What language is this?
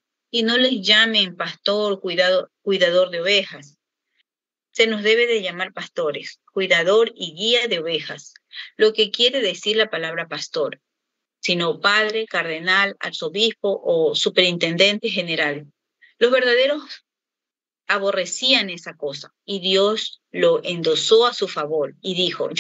Spanish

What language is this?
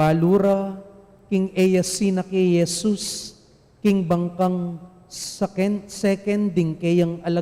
Pampanga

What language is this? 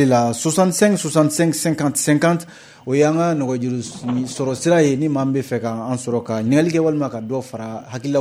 Bambara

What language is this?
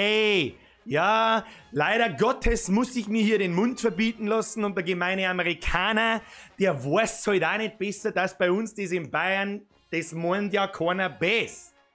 Bavarian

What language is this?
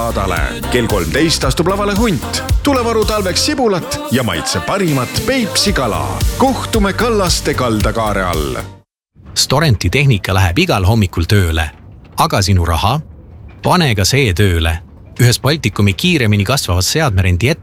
Estonian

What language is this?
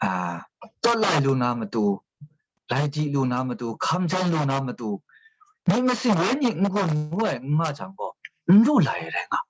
Kachin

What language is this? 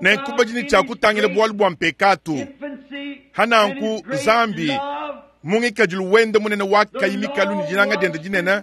Luba-Lulua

